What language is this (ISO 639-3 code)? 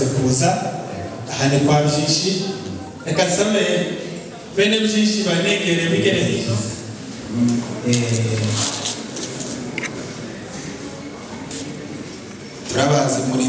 kin